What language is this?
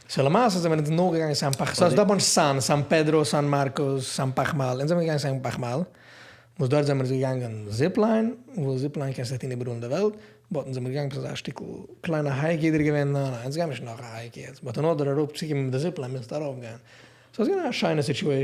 Yiddish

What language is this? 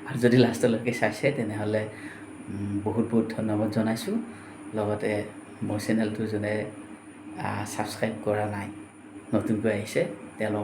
Assamese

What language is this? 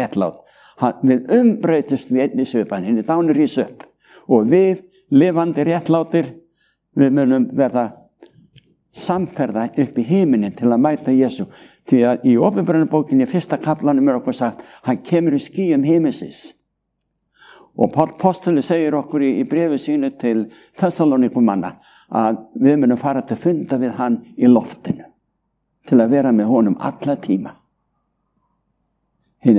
Icelandic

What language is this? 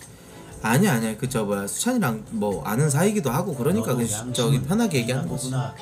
Korean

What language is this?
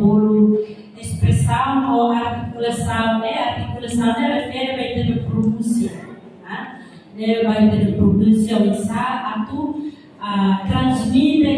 Tetum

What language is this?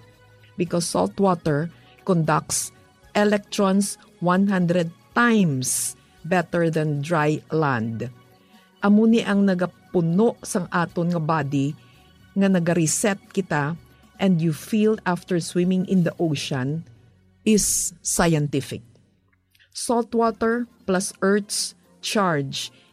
Hiligaynon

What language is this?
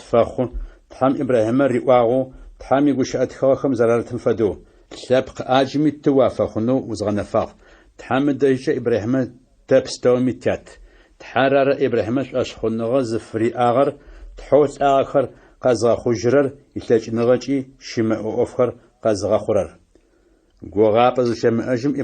Adyghe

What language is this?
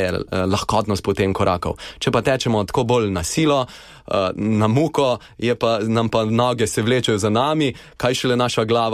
Slovenian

